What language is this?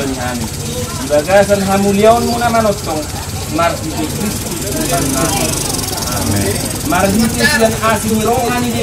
Batak Toba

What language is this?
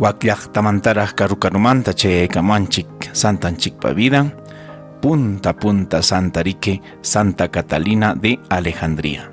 Ayacucho Quechua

